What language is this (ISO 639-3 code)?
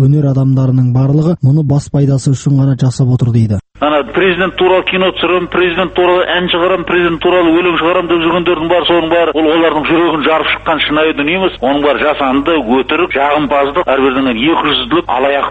kaz